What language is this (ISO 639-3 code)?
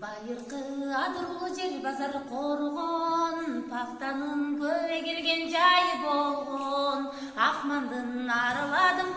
kir